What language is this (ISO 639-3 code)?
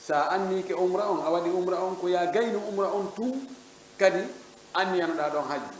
ful